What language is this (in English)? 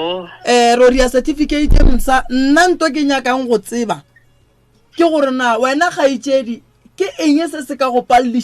Northern Sotho